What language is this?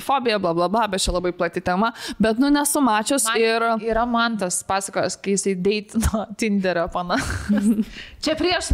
Lithuanian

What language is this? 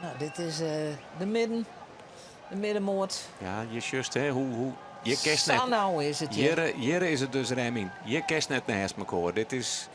Western Frisian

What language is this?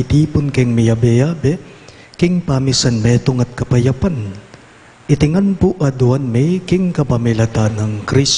Pampanga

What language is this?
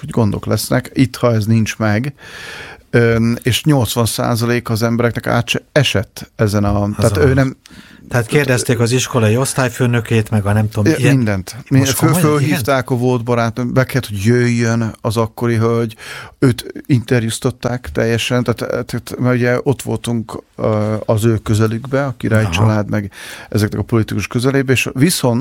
Hungarian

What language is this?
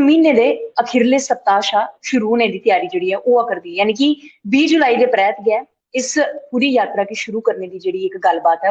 Dogri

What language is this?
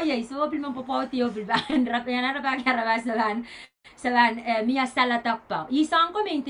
Pohnpeian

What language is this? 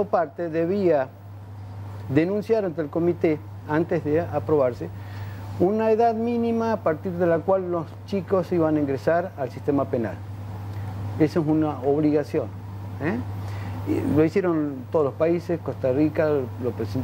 Spanish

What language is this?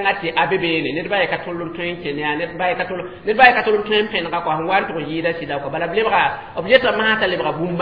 Mossi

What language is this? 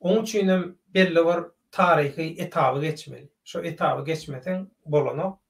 Turkmen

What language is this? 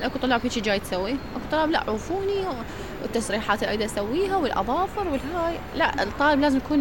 Mesopotamian Arabic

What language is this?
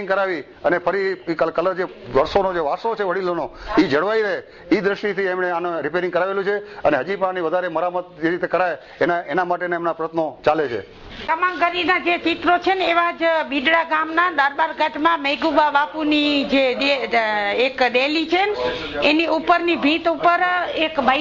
Gujarati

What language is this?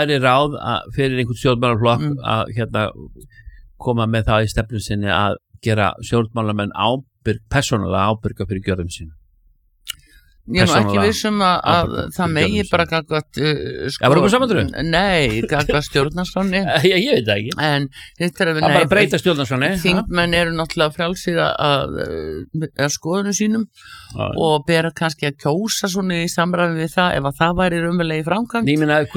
Icelandic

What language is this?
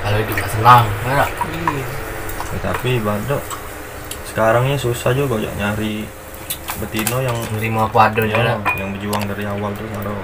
Musi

